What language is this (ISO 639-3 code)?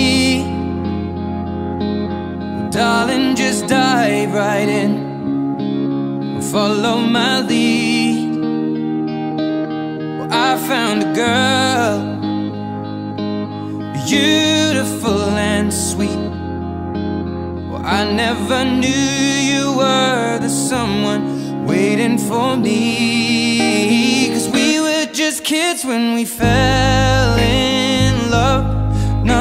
eng